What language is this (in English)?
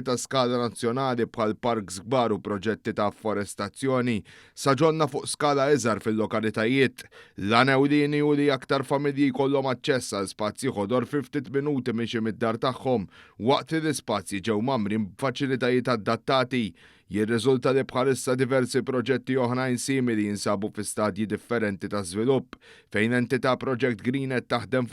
Maltese